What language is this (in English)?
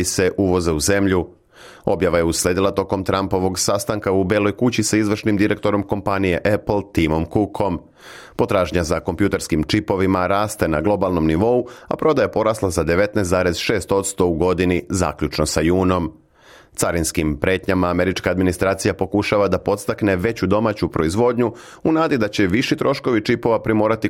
Serbian